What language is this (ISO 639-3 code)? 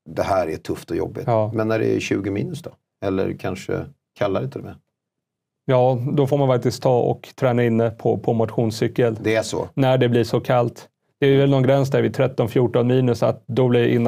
swe